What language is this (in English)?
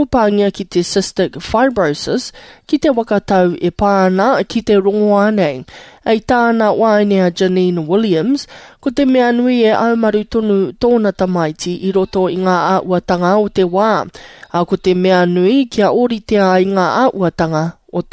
Māori